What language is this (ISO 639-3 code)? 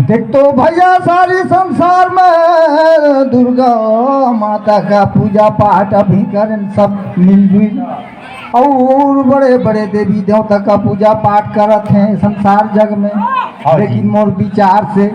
sgj